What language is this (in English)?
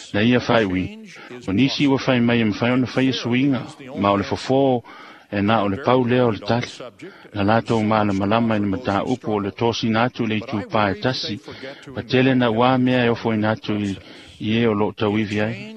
Samoan